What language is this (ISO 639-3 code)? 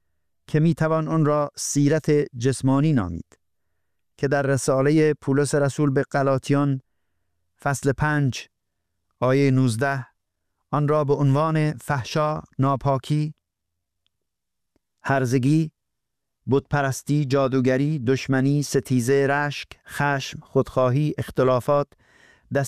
fas